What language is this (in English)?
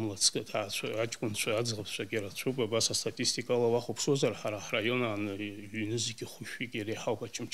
Abkhazian